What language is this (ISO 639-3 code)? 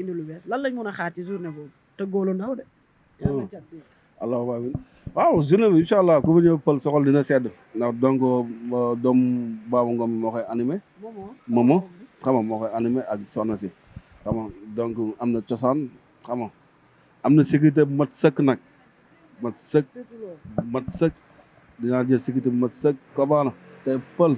wol